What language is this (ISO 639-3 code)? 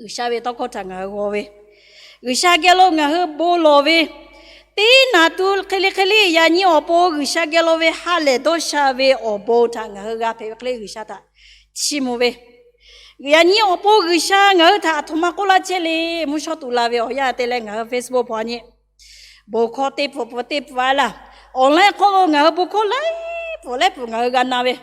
lhu